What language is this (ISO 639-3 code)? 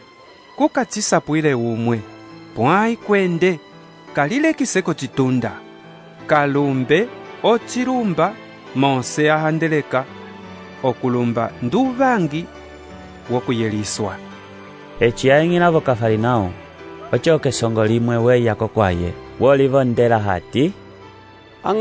umb